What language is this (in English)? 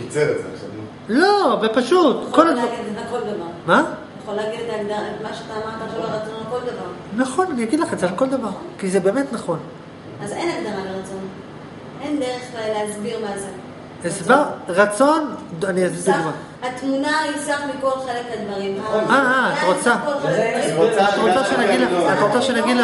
Hebrew